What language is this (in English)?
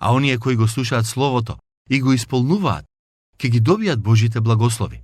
Macedonian